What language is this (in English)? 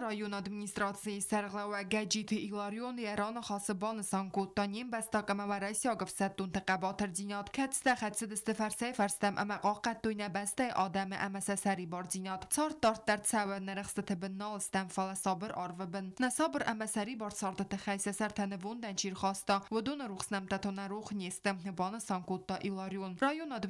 Ossetic